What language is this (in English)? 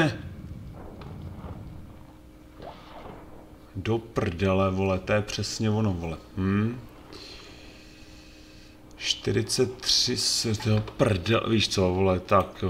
Czech